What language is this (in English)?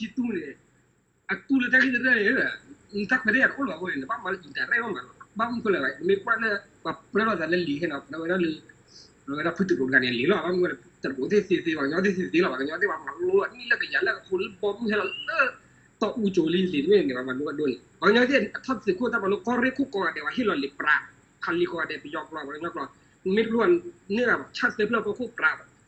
S'gaw Karen